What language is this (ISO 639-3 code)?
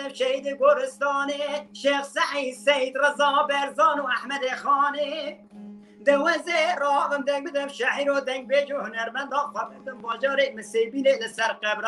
kur